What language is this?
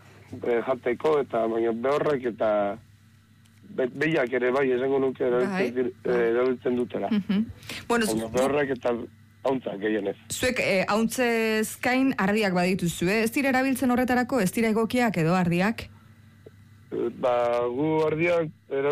Basque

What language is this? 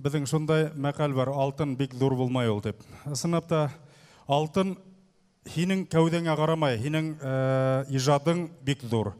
Bashkir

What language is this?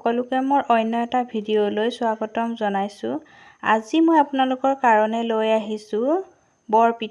Assamese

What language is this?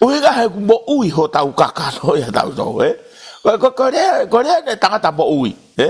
Tongan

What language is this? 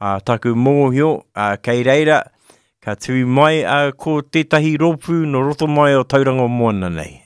Māori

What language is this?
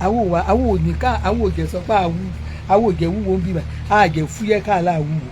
Yoruba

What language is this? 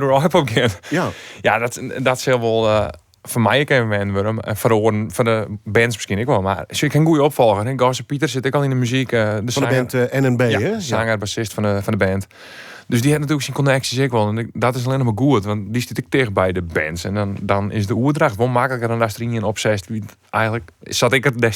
Western Frisian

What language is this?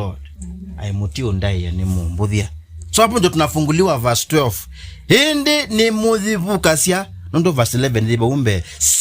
Kamba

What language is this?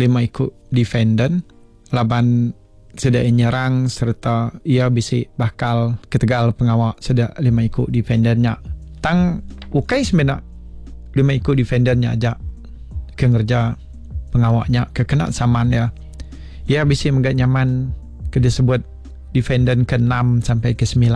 Iban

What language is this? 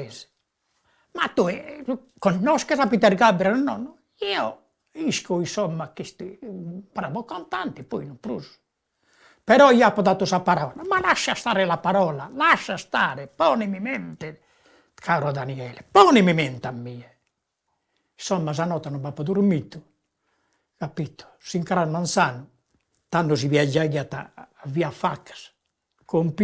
Sardinian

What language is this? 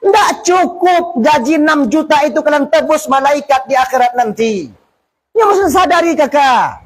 Achinese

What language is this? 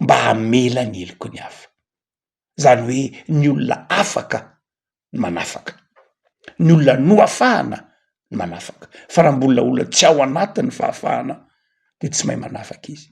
Malagasy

